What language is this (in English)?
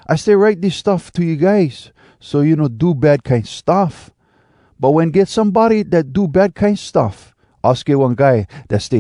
Hawai'i Creole English